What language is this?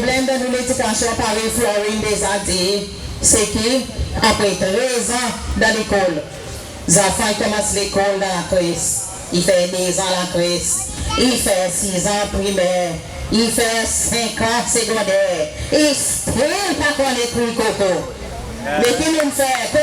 Seselwa Creole French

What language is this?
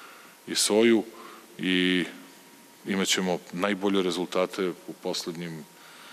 Serbian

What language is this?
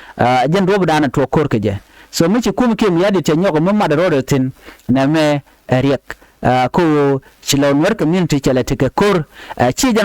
Nuer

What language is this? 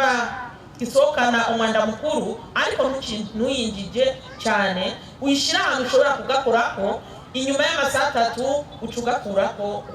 Rundi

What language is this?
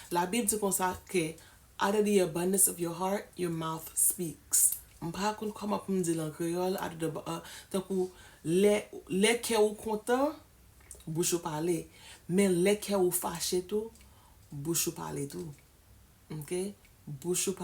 Haitian Creole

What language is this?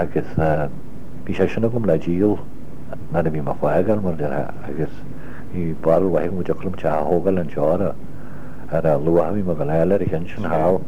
Irish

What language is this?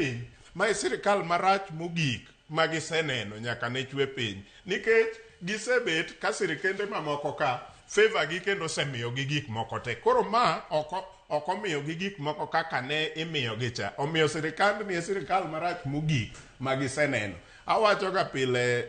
Luo (Kenya and Tanzania)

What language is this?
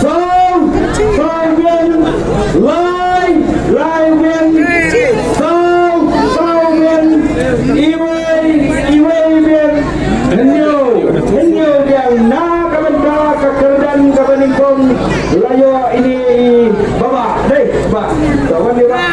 Khasi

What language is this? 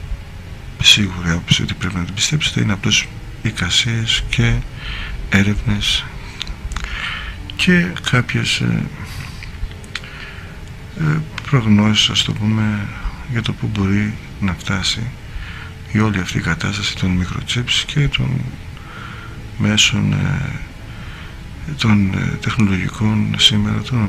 Greek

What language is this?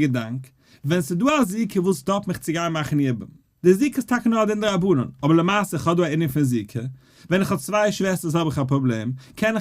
Yiddish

